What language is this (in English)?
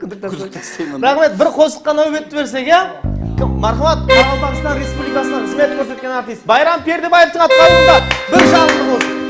Kara-Kalpak